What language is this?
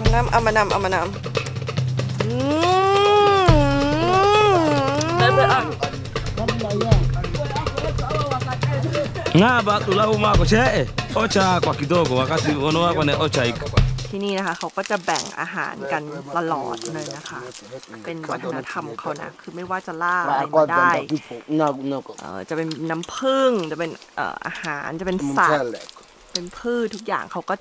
Thai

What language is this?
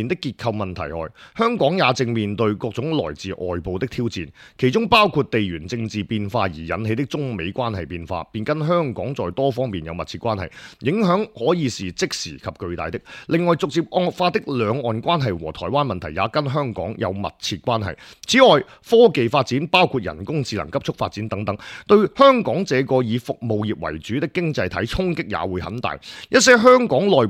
Cantonese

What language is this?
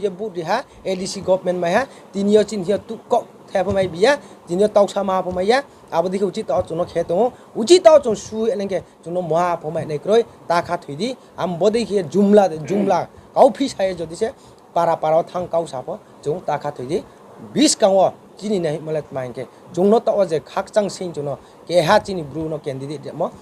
Riang (India)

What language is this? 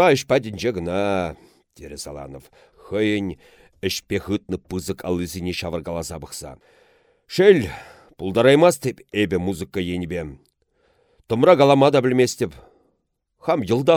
Chuvash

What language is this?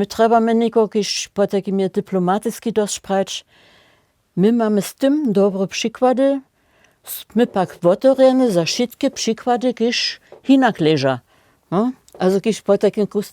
Upper Sorbian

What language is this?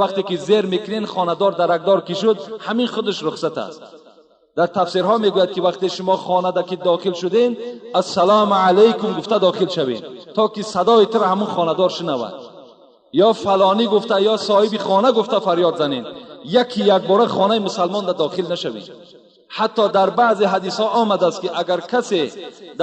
Tajik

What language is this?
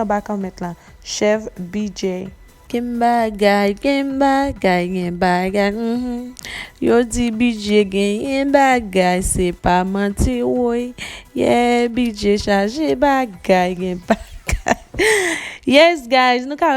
Haitian Creole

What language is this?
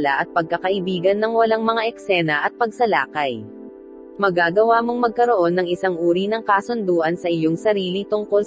Filipino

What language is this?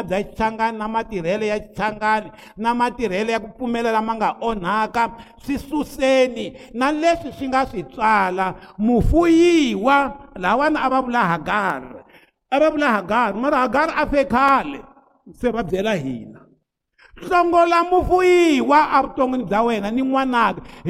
Tsonga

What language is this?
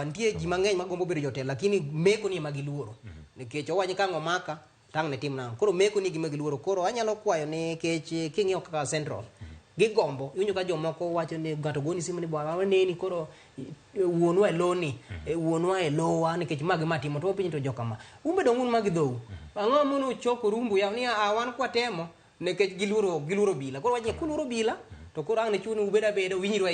Luo (Kenya and Tanzania)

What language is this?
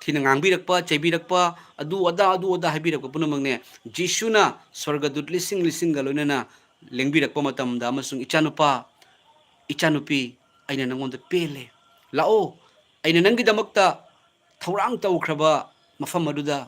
Manipuri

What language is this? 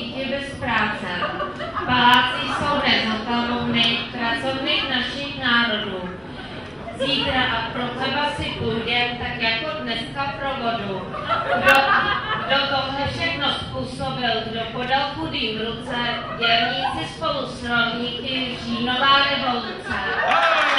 Czech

